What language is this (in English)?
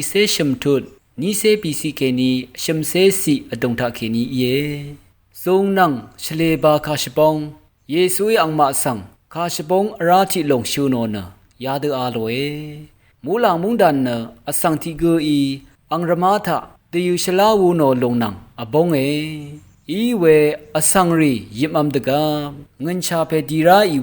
Rawang